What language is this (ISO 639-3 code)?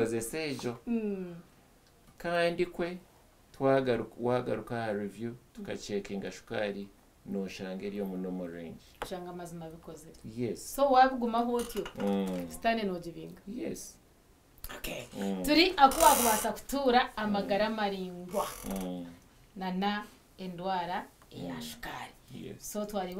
nyn